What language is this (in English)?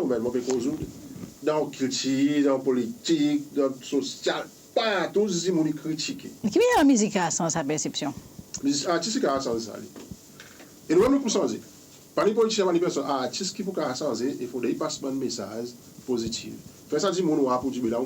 Seselwa Creole French